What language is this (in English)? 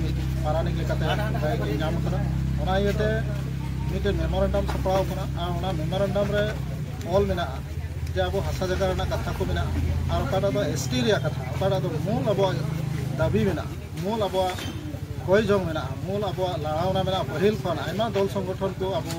Santali